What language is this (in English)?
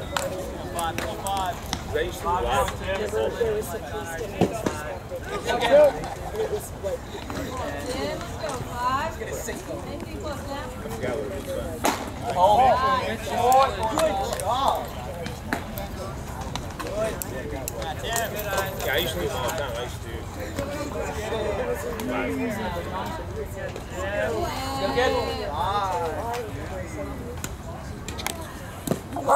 English